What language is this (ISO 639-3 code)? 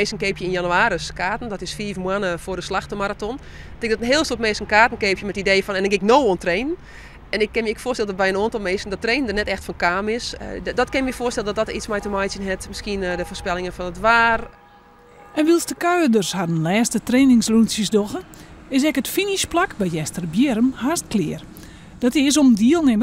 fry